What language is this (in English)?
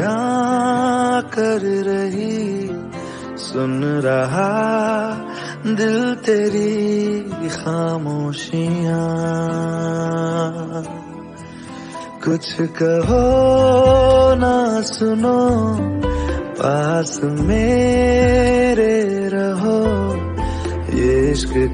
Hindi